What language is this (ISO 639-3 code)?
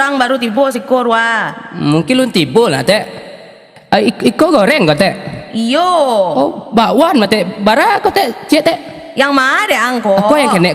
min